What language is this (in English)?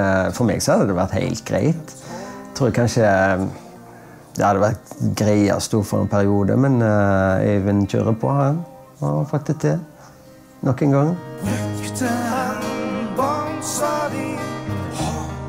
Norwegian